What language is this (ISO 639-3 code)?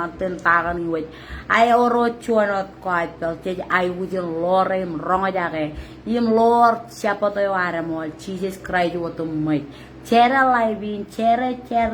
mah